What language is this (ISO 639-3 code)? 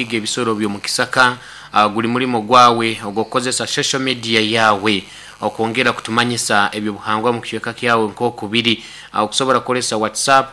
nyo